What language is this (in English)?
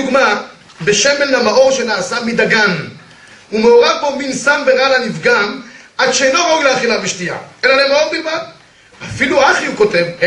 Hebrew